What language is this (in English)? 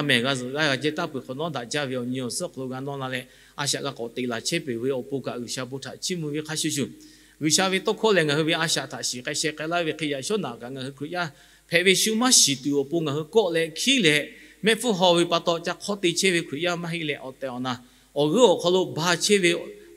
Lahu